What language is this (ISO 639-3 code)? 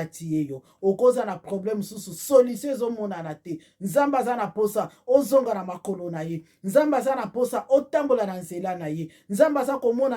lin